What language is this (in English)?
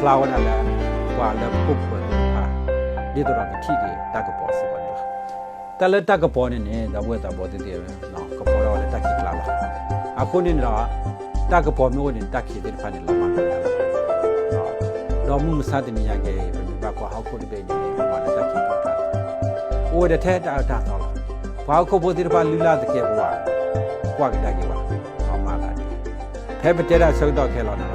S'gaw Karen